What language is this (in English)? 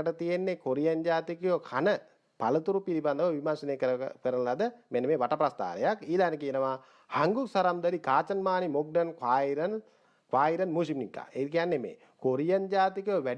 Sinhala